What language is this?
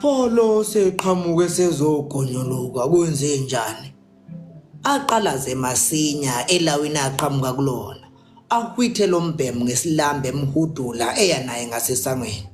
Zulu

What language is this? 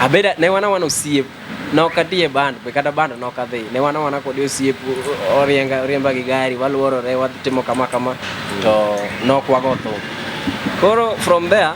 Luo (Kenya and Tanzania)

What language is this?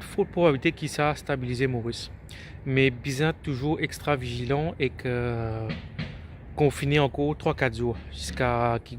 Morisyen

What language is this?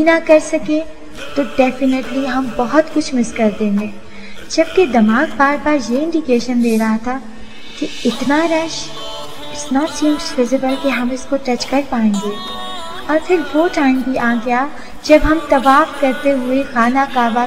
Urdu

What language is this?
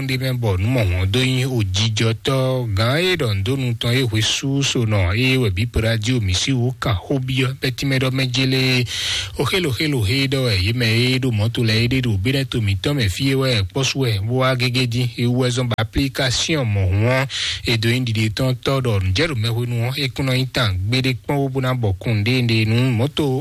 Fon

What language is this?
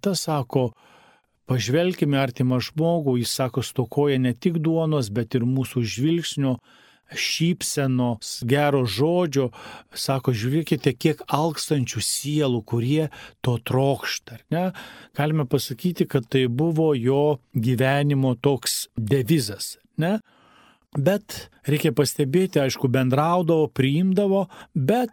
Lithuanian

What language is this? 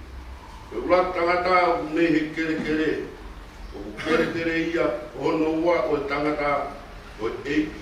Tongan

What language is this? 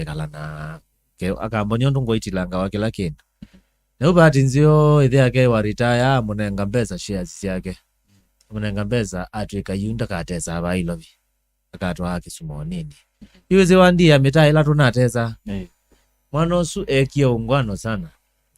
Kamba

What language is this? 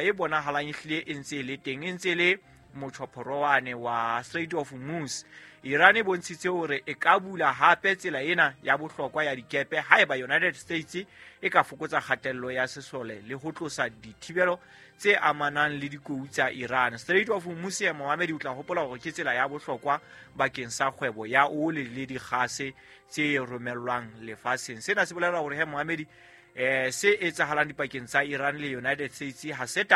Southern Sotho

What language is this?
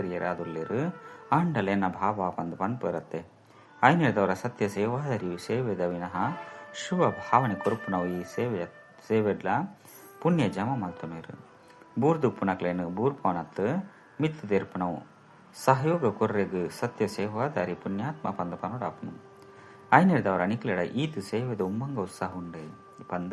Tulu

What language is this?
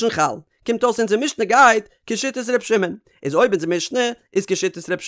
Yiddish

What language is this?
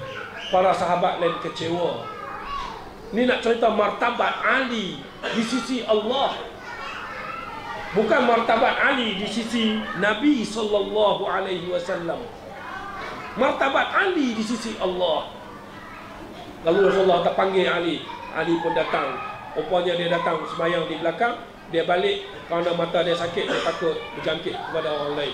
Malay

